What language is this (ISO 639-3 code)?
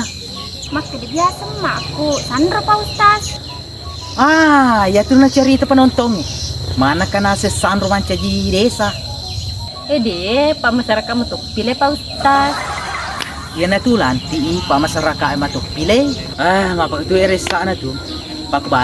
bug